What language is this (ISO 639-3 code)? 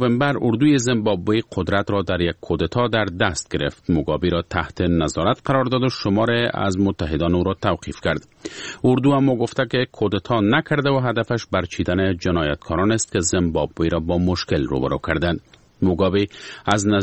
fas